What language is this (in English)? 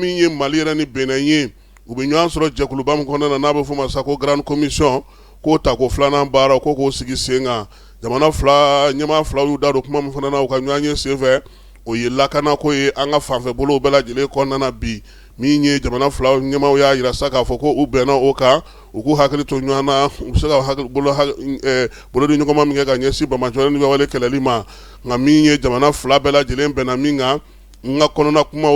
Bambara